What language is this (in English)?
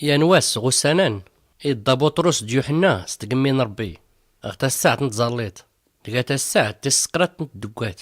Tachelhit